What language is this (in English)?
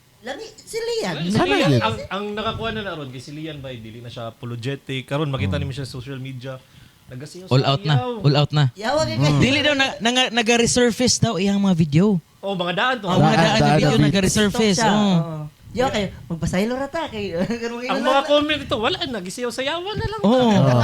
Cebuano